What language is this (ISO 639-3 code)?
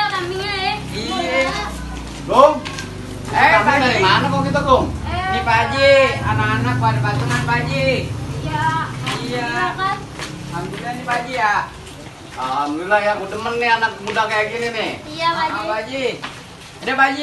bew